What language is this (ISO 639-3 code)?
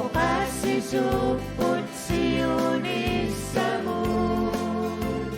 kal